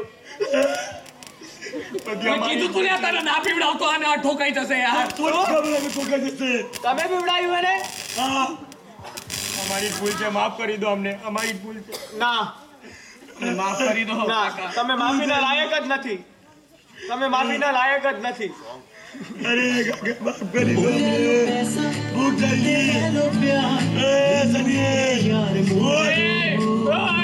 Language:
Gujarati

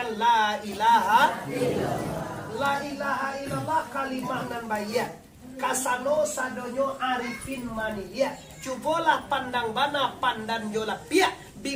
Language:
Minangkabau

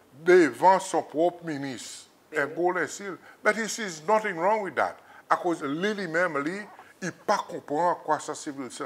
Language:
Seselwa Creole French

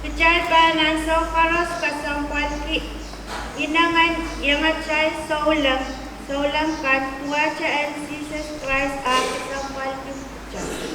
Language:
Pohnpeian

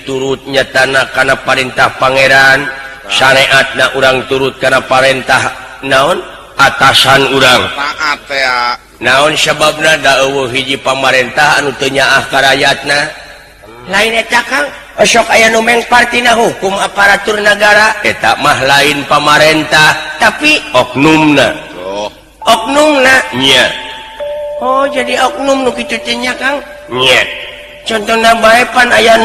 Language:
Sundanese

